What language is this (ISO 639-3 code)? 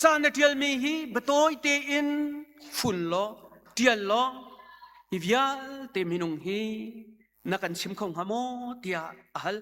cnh